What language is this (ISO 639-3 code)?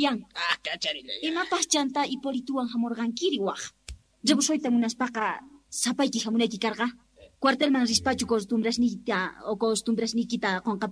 que